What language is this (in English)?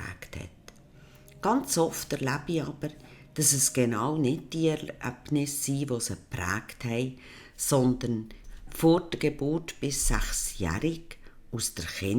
Swiss German